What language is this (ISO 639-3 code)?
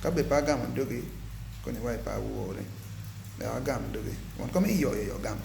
ach